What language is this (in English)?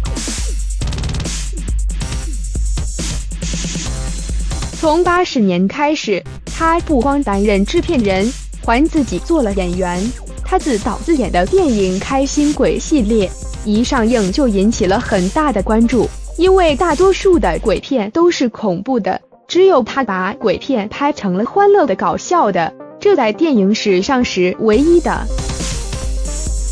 Chinese